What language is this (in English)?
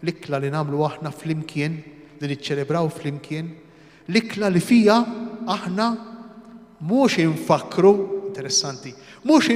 Maltese